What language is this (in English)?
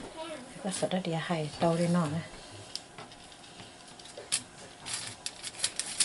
Vietnamese